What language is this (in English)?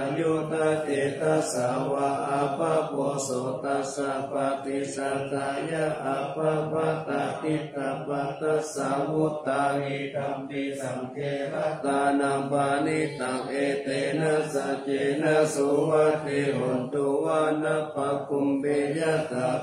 Pali